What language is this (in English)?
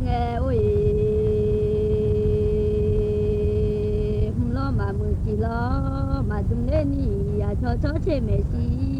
Akha